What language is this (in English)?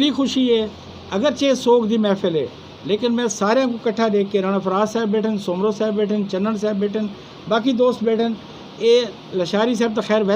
Saraiki